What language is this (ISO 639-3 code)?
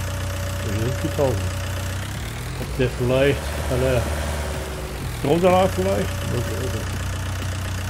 deu